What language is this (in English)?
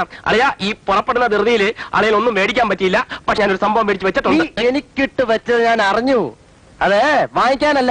Malayalam